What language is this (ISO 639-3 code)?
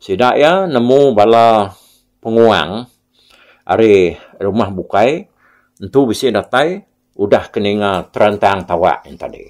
iba